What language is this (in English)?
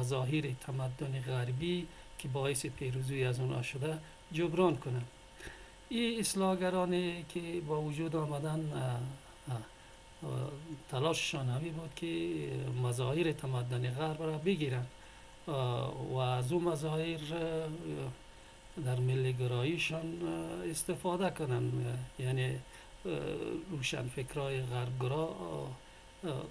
Persian